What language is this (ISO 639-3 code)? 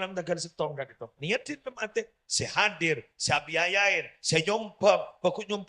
mad